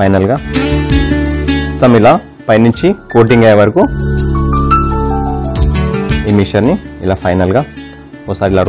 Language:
Telugu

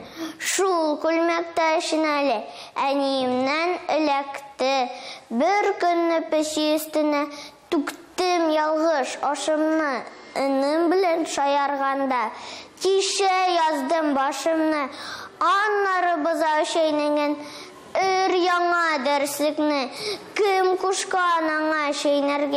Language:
Tatar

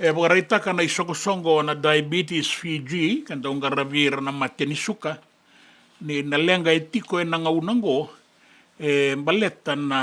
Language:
Fijian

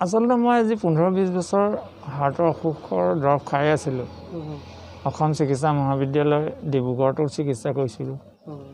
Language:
Assamese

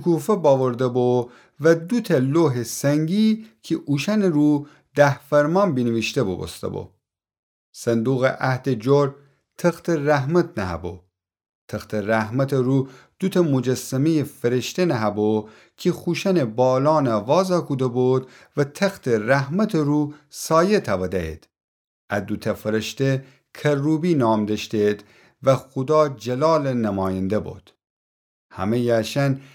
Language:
Gilaki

